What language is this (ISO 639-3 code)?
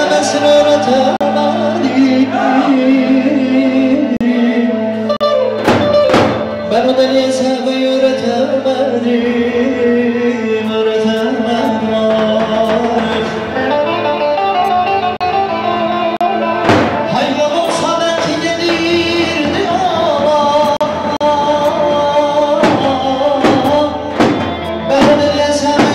tur